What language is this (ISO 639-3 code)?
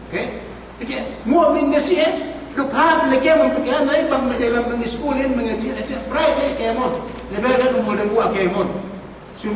yka